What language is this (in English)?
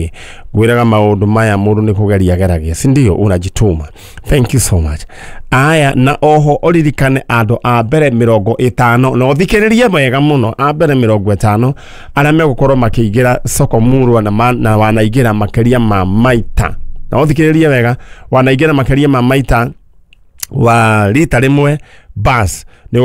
Kikuyu